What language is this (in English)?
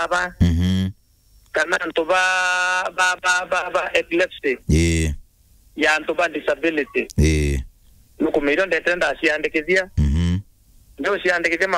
Meru